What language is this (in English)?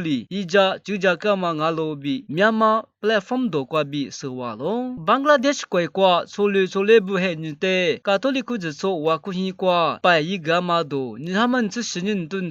Lisu